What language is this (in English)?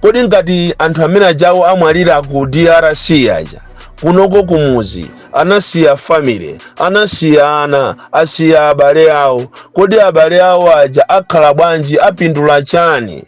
Nyanja